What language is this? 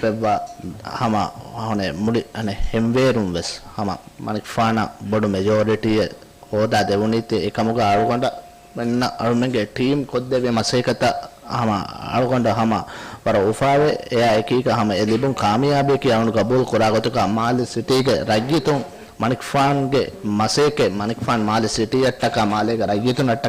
Divehi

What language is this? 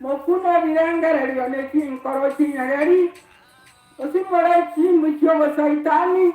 Gusii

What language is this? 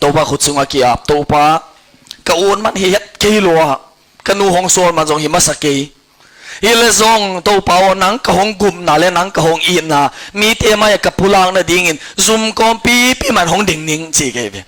Tedim Chin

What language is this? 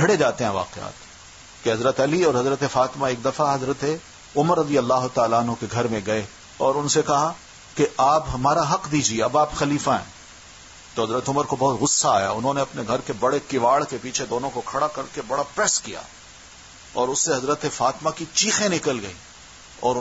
Urdu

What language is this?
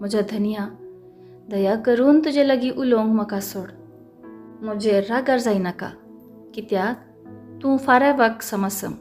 Konkani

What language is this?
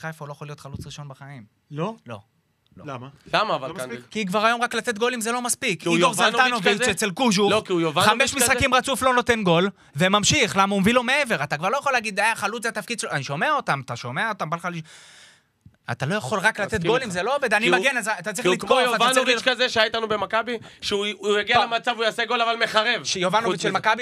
Hebrew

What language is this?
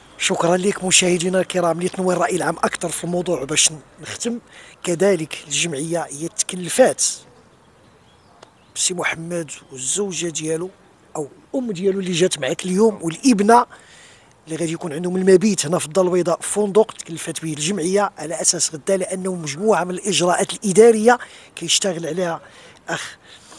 Moroccan Arabic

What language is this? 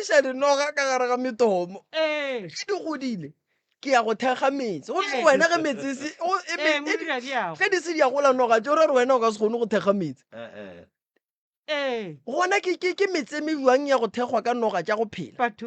Northern Sotho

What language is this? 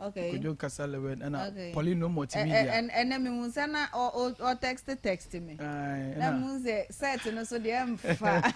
Akan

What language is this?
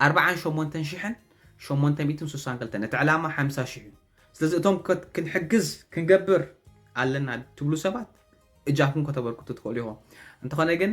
Tigrinya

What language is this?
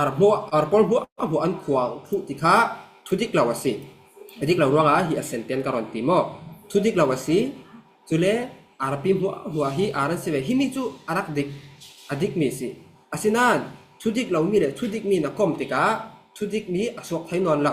Falam Chin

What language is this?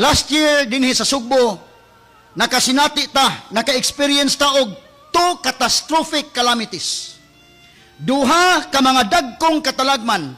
Cebuano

